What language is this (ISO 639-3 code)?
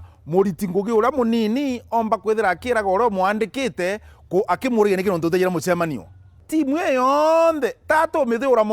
mer